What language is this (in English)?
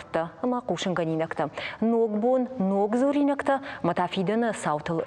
Ossetic